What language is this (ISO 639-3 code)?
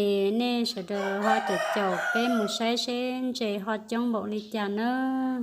hmn